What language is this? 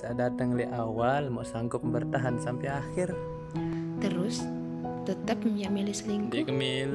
Sasak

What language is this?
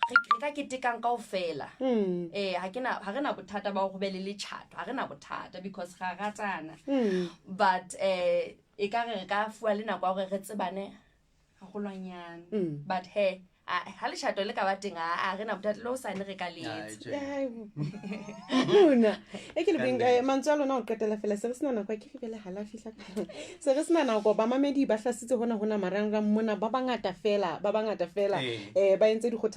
Southern Sotho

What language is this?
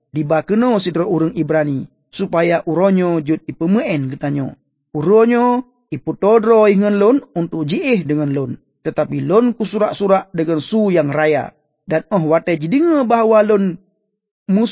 Achinese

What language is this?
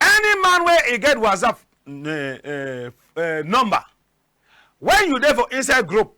Cameroon Pidgin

